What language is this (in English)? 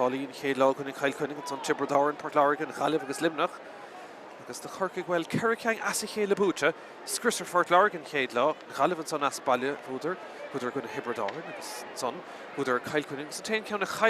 Irish